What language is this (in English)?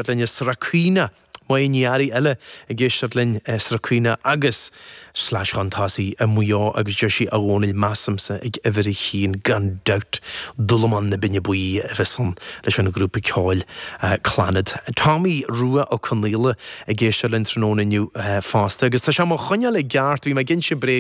Irish